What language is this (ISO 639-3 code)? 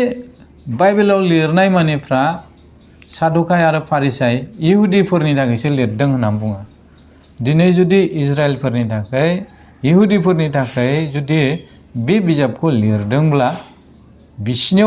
brx